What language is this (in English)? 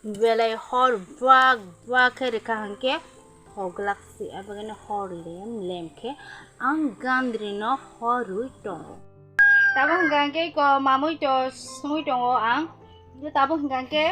Kok Borok